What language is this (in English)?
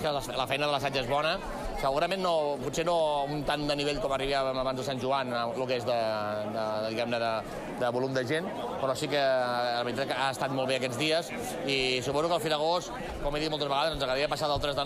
Catalan